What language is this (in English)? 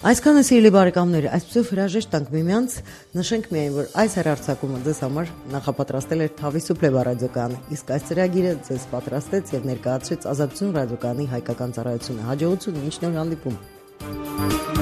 Armenian